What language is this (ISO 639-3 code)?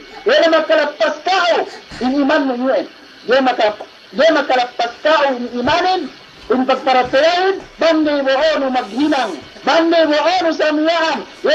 yka